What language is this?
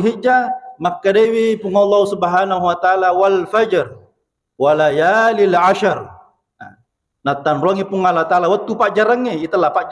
Buginese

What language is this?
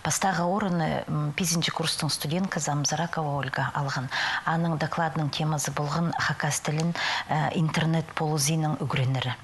Khakas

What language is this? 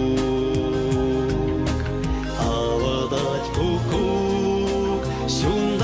Chuvash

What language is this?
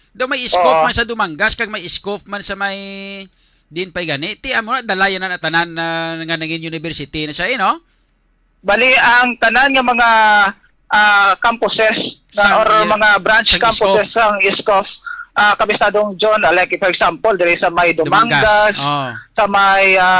Hiligaynon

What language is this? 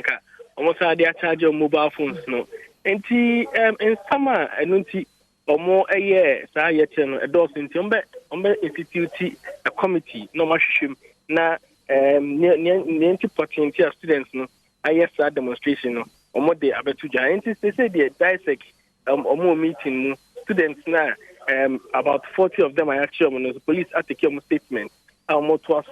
Akan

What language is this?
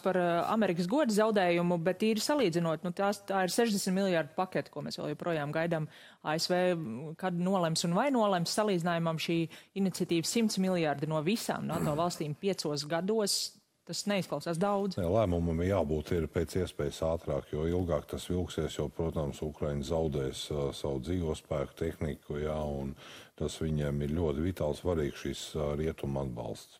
Latvian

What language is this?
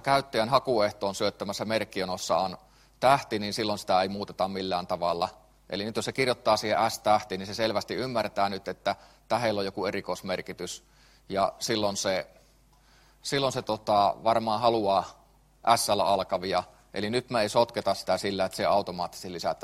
Finnish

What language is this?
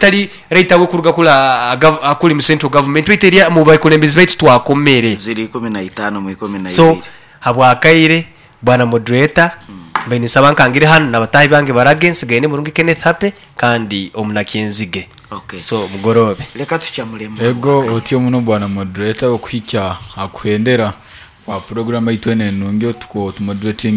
Nyoro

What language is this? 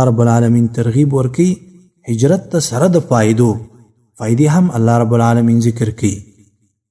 Pashto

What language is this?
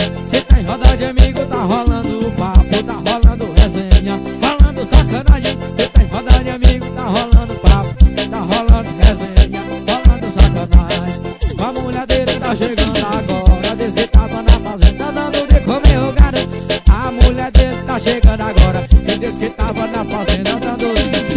Portuguese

